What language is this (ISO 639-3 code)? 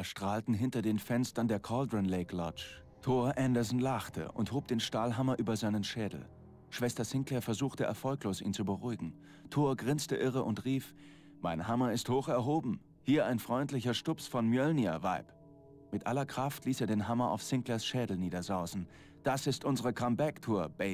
bar